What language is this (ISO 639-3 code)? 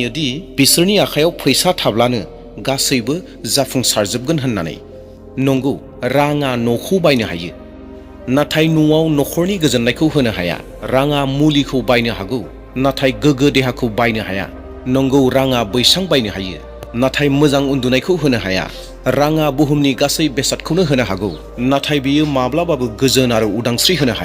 brx